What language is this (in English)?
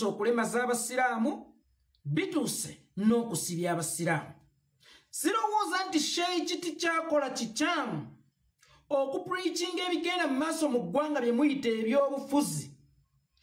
Ganda